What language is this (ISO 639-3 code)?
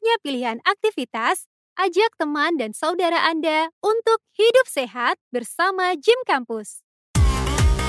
ind